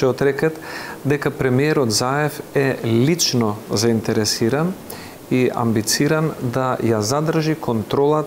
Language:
Macedonian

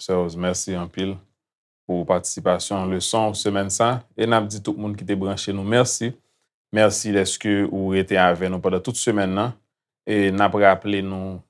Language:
Haitian Creole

